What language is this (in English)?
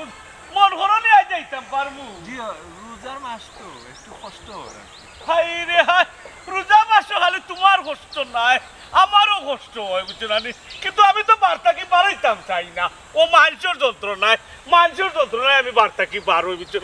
Sylheti